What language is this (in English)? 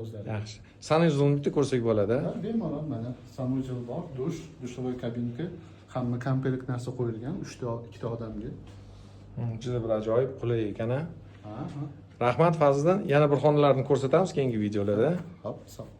Uzbek